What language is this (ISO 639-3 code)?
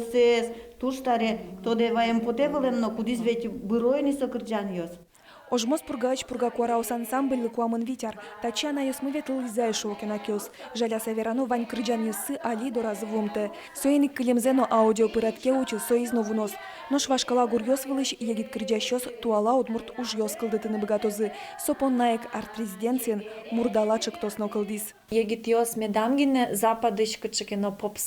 udm